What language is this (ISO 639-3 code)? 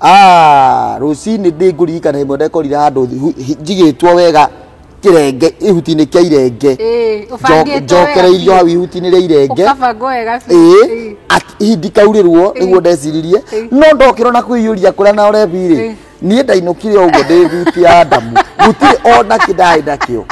kik